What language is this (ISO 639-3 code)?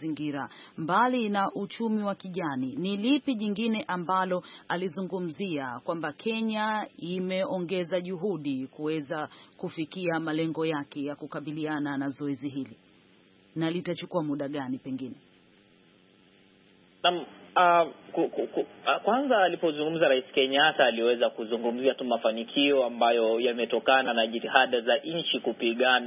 swa